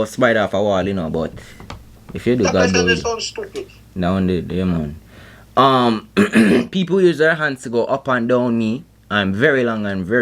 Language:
Jamaican Creole English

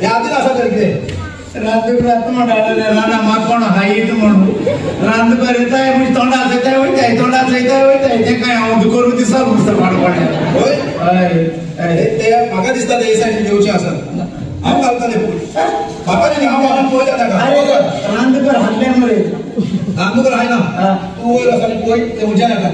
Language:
Konkani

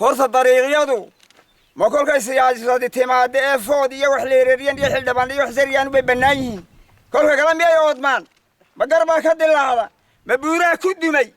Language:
Somali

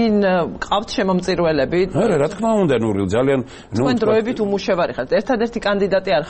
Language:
Georgian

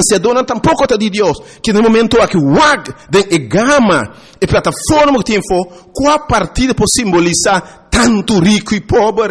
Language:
Papiamento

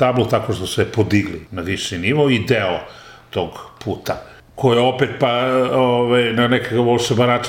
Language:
Serbian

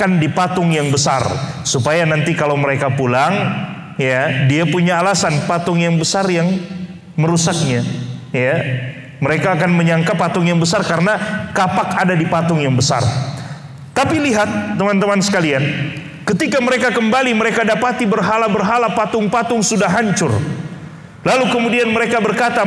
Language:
Indonesian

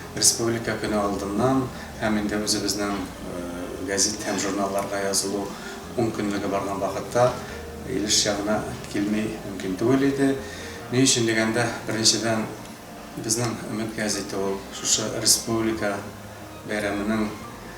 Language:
Tatar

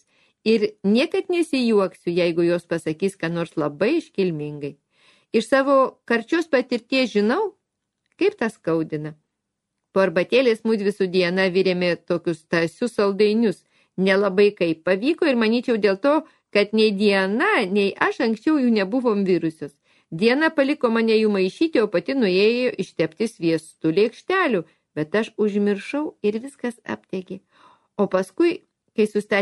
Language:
Lithuanian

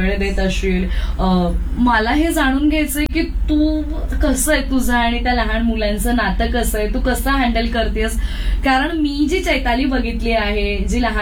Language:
Marathi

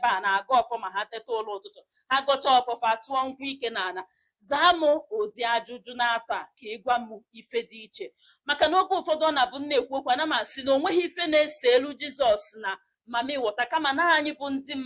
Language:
Igbo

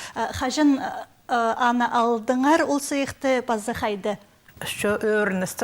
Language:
Khakas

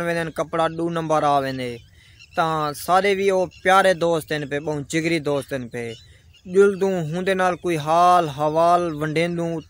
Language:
Saraiki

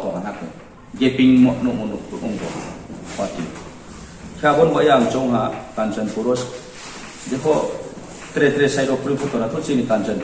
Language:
Riang (India)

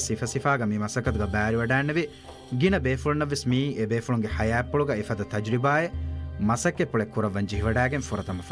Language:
Divehi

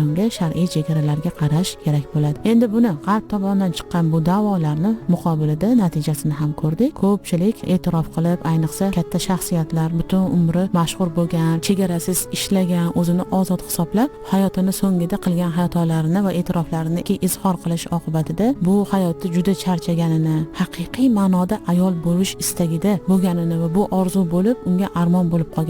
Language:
Uzbek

